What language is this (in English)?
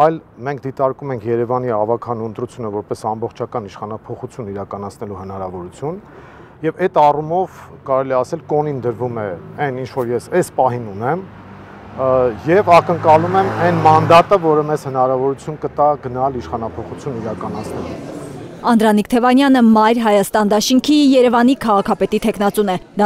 Armenian